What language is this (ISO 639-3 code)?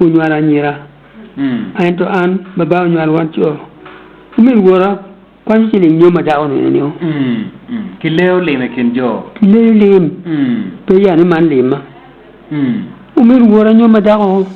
ach